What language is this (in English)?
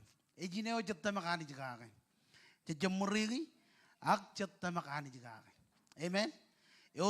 Marshallese